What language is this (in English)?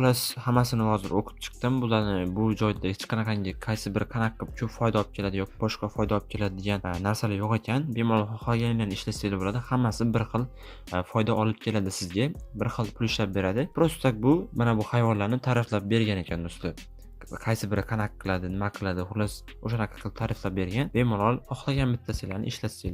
Uzbek